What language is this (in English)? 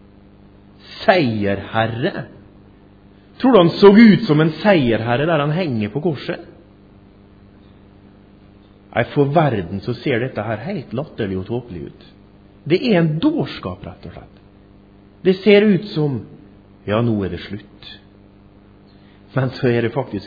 Norwegian